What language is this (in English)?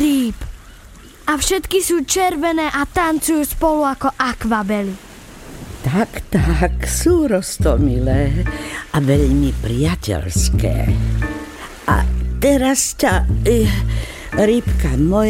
Slovak